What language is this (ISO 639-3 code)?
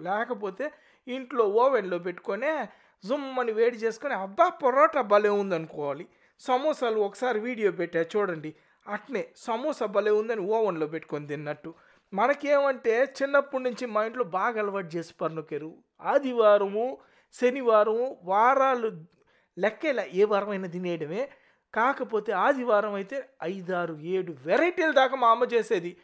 tel